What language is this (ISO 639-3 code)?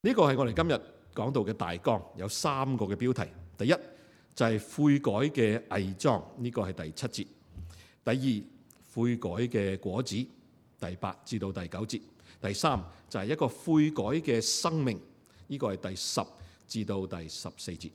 yue